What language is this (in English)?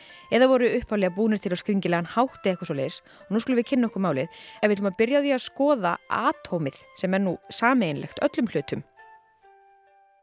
Icelandic